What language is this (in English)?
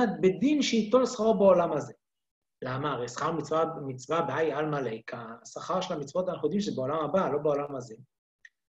Hebrew